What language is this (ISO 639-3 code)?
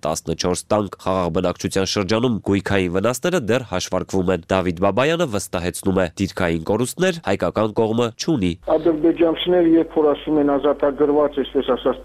hye